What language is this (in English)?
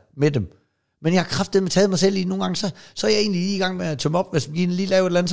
Danish